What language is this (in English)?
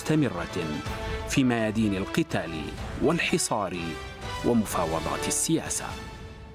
Arabic